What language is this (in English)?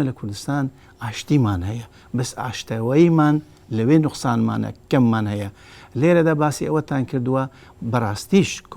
Central Kurdish